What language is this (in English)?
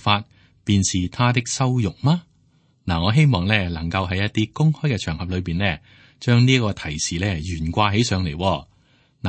Cantonese